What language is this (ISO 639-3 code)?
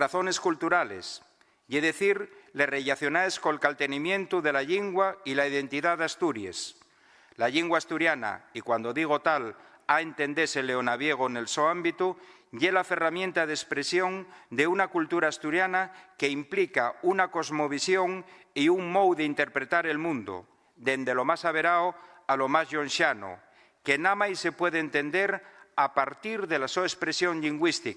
ast